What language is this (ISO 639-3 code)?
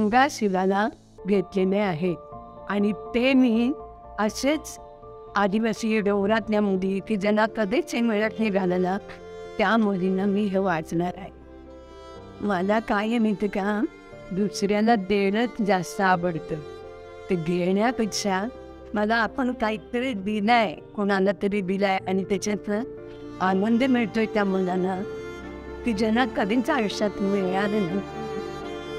mar